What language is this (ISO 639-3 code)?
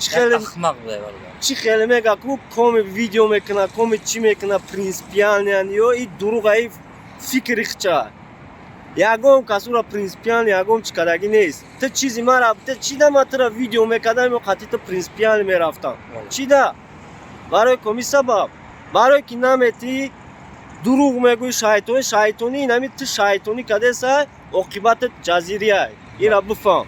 tgk